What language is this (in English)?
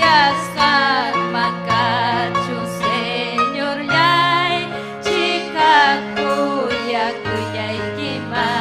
Ayacucho Quechua